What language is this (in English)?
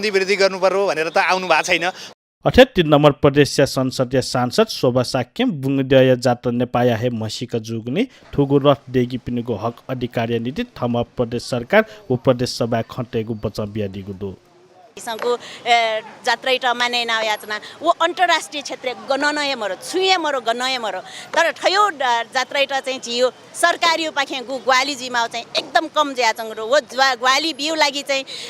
Newari